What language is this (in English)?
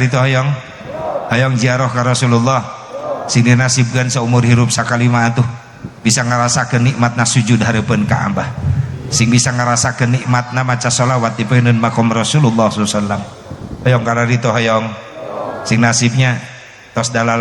Sundanese